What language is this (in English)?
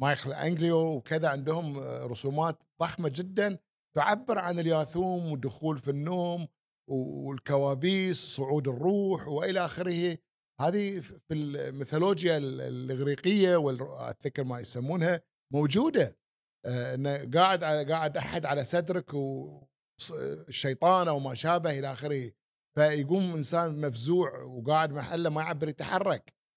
Gulf Arabic